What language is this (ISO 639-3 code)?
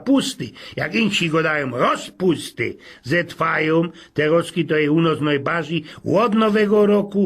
szl